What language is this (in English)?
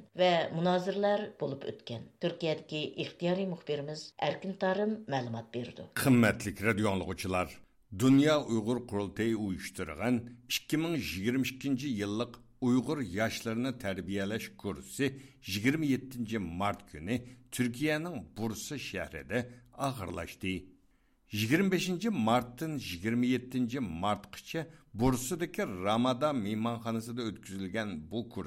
Uyghur